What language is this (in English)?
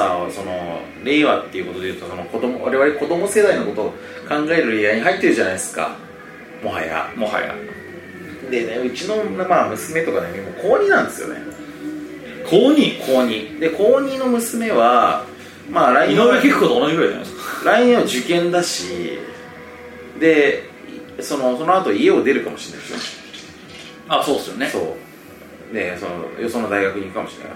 Japanese